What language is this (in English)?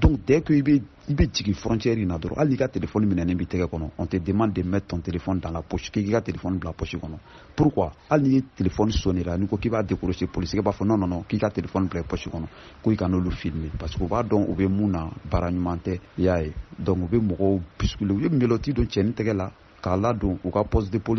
Bambara